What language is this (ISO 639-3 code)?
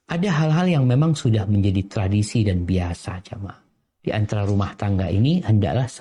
ind